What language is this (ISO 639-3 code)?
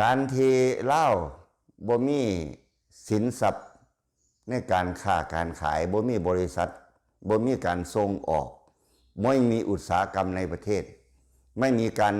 lao